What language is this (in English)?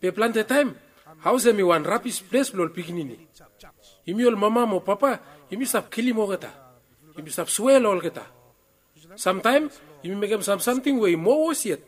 Bislama